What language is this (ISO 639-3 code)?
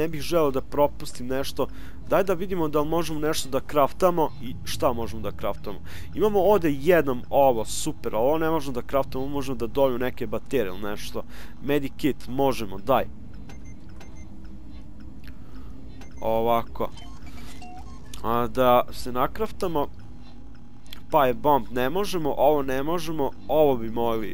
srp